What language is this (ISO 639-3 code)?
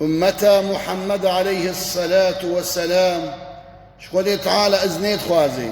kur